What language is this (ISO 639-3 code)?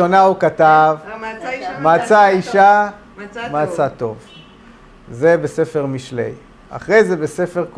heb